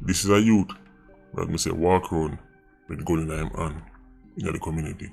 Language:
Jamaican Creole English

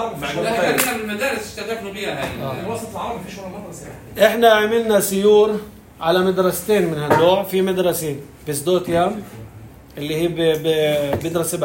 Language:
North Levantine Arabic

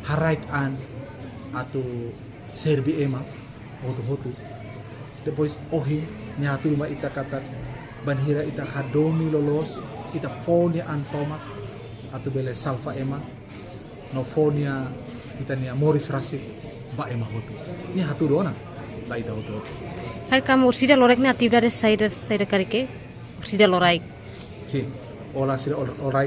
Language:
Tetum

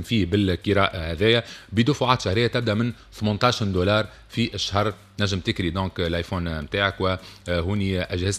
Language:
Tunisian Arabic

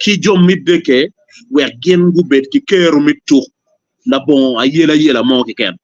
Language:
Acoli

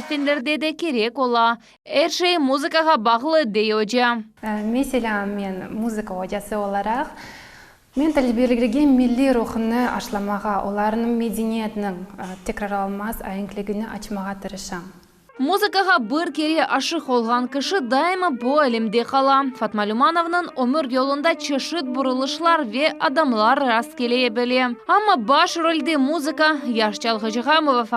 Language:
Crimean Tatar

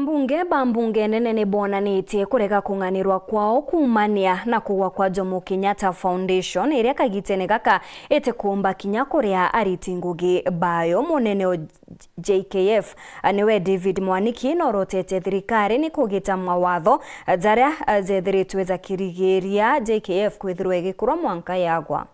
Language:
Meru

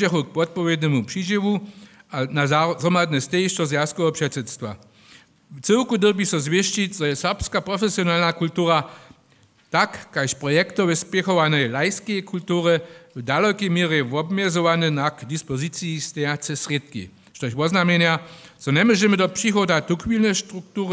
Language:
Upper Sorbian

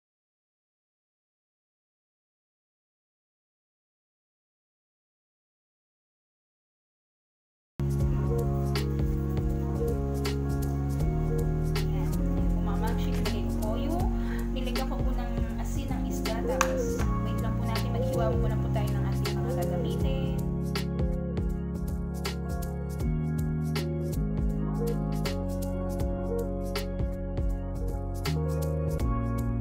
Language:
Filipino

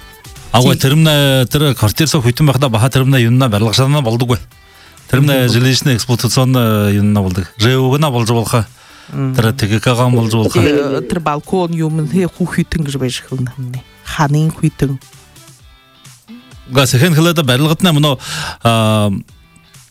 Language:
Buriat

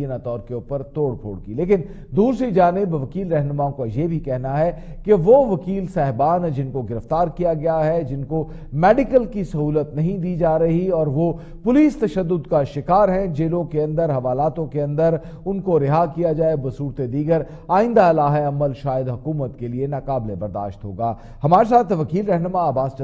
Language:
Urdu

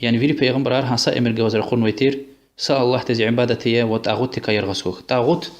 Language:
Lezghian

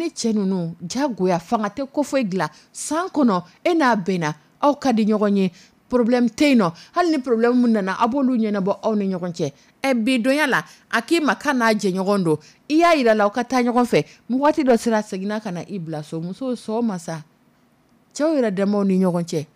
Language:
Dyula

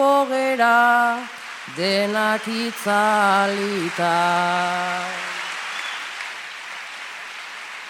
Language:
Basque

